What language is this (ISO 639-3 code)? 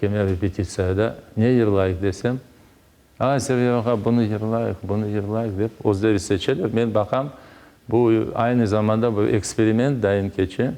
crh